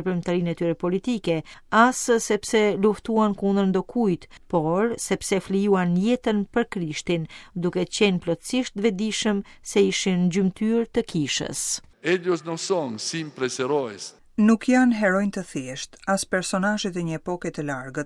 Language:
Albanian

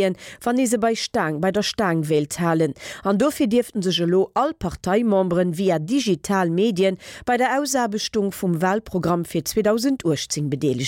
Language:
Luxembourgish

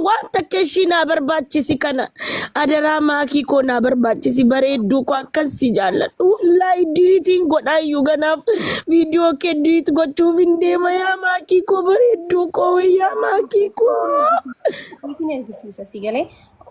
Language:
Oromo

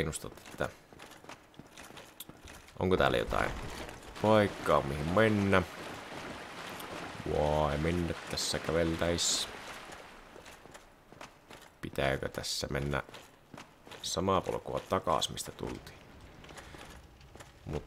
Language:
Finnish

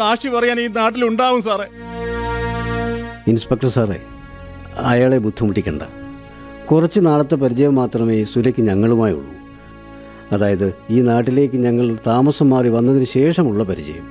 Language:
Malayalam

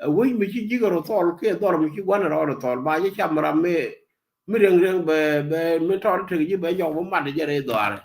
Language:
Nuer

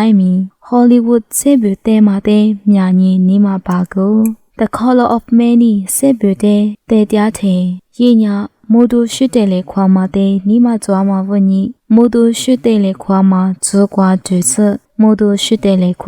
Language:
Lisu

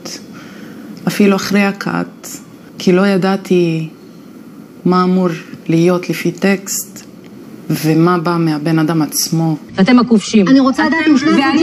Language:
Hebrew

